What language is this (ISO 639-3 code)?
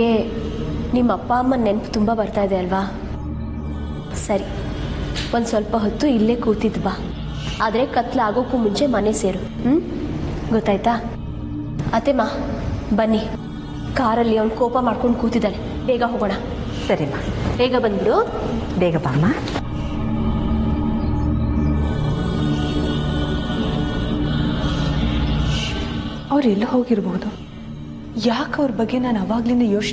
kan